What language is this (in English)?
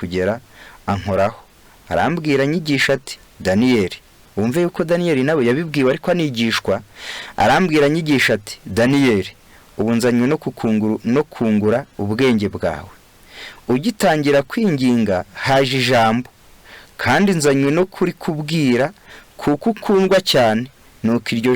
Kinyarwanda